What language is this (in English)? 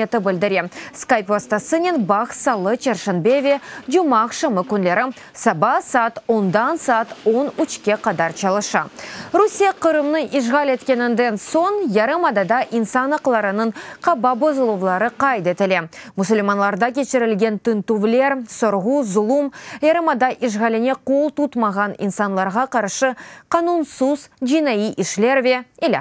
Crimean Tatar